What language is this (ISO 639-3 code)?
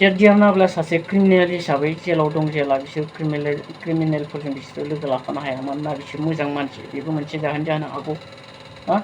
brx